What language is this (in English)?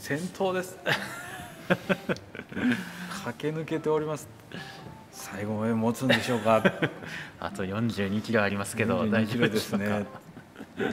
Japanese